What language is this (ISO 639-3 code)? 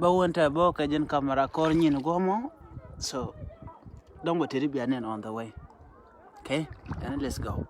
nus